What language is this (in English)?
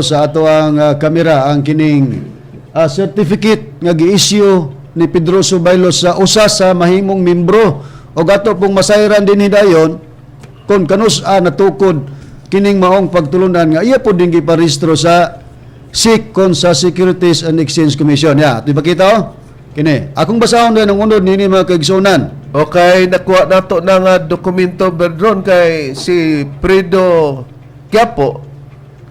Cebuano